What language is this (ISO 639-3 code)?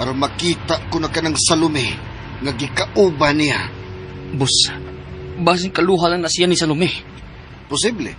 ceb